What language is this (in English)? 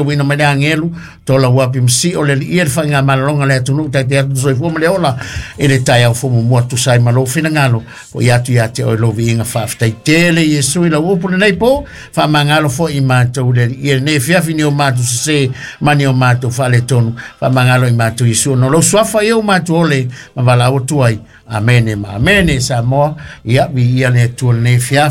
Samoan